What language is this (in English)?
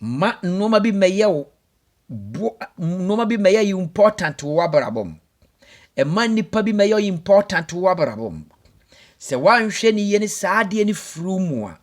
Akan